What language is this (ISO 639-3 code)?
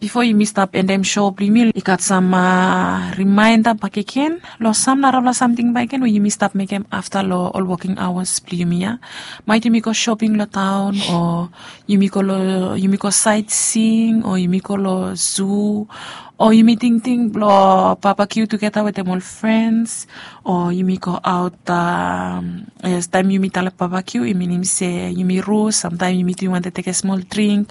bis